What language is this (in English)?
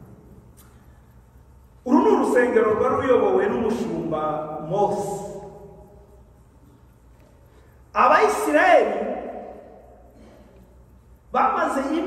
Kinyarwanda